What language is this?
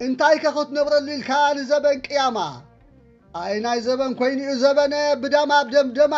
Tigrinya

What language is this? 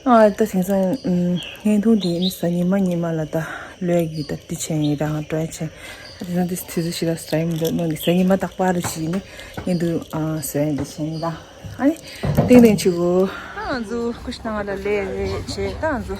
Tibetan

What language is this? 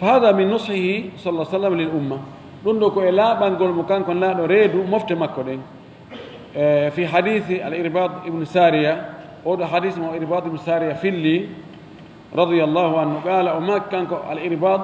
Fula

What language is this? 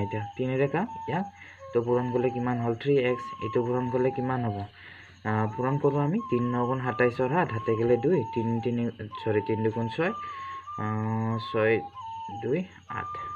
Assamese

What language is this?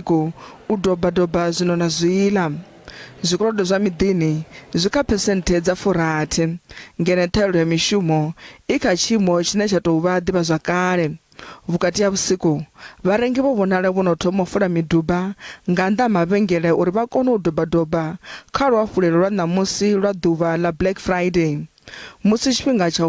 Venda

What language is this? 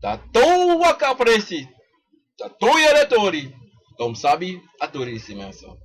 Sranan Tongo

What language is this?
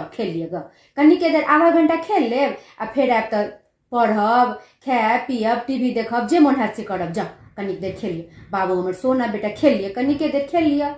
Maithili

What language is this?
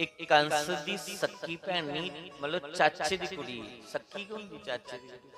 Dogri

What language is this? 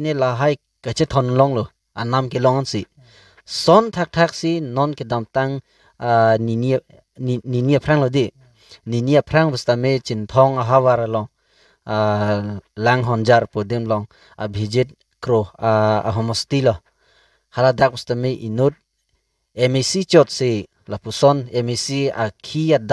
Karbi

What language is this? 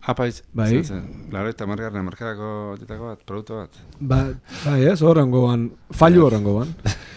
Basque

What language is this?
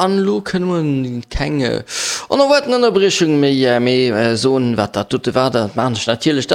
Luxembourgish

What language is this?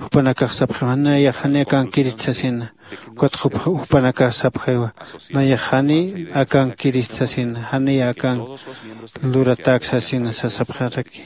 Aymara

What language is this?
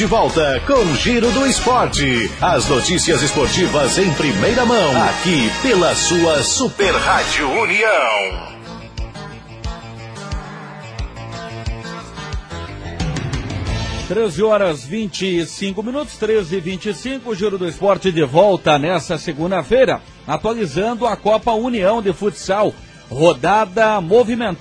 Portuguese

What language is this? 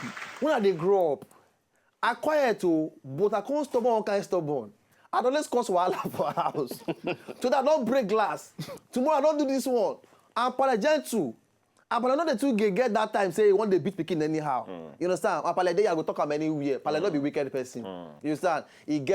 Nigerian Pidgin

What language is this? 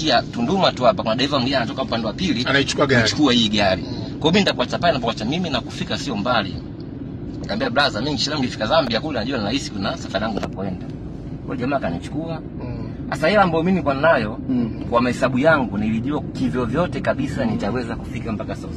Swahili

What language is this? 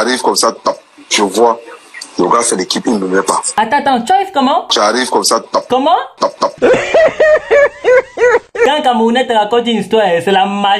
French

